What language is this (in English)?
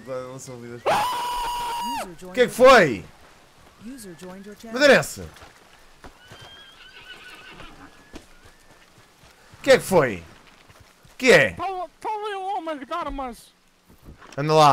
Portuguese